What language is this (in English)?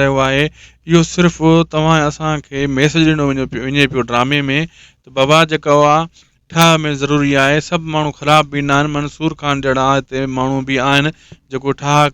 Sindhi